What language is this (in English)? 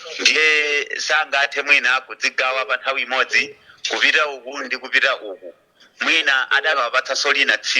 Nyanja